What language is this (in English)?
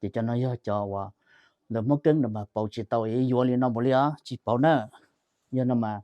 Hmong